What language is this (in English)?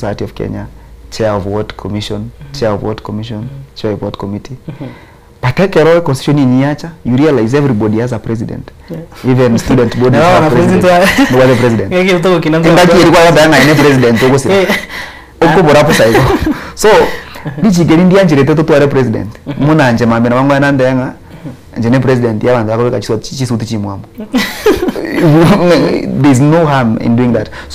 Gusii